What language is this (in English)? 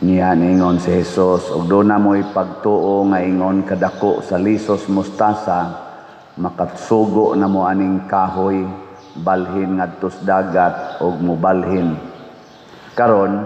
Cebuano